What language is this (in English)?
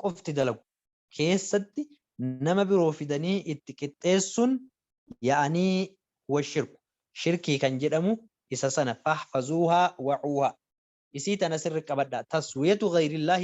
Oromo